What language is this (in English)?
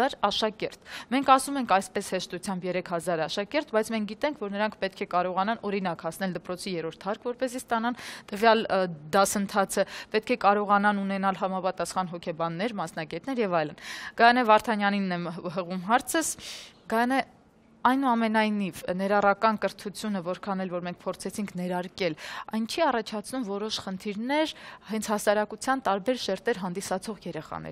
Armenian